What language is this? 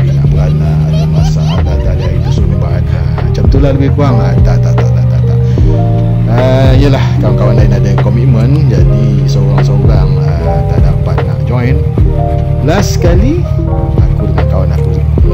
Malay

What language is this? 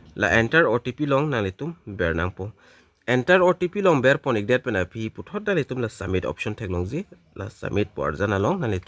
Karbi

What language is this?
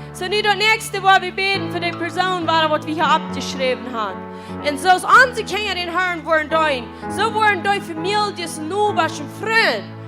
Plautdietsch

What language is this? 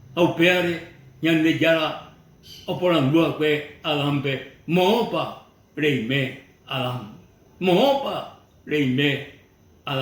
Guarani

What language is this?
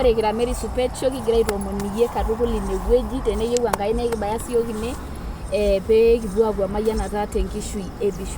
Masai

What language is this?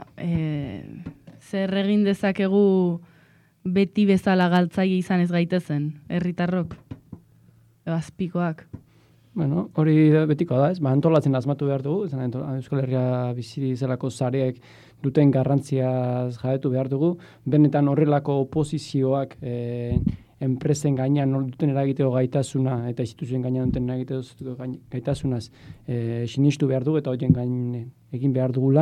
Basque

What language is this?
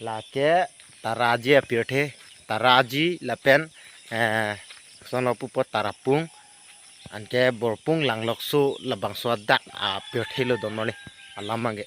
Karbi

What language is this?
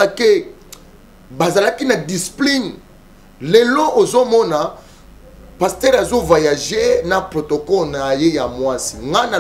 Lingala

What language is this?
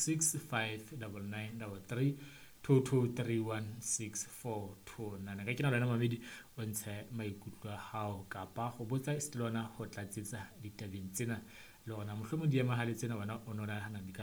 Southern Sotho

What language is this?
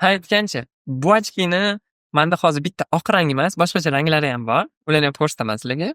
Uzbek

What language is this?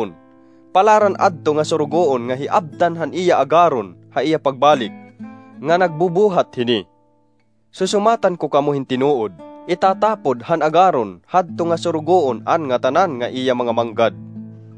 Waray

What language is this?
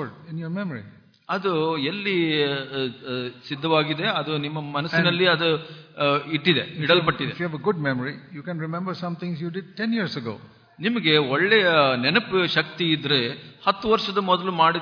Kannada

